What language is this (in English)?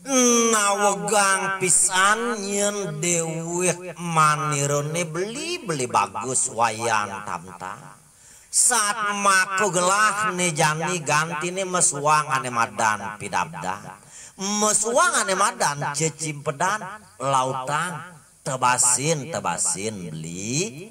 Balinese